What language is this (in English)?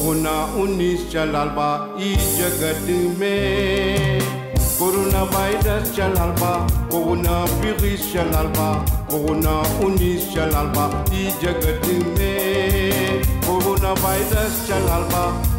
Bhojpuri